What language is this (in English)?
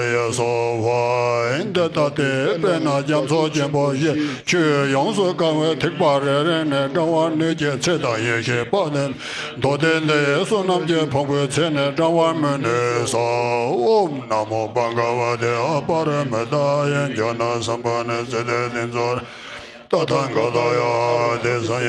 Tibetan